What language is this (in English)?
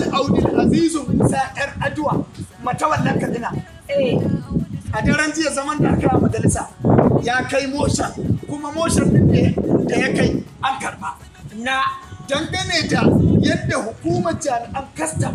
Hausa